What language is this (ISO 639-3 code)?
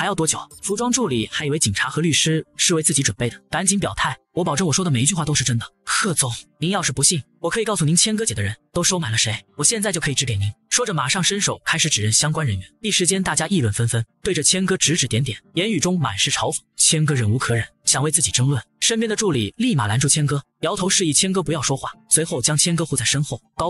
zho